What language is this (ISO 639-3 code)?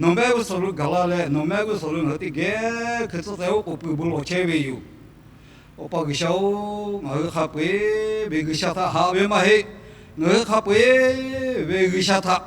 lhu